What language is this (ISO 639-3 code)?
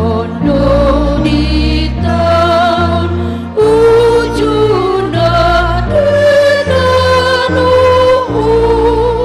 bbc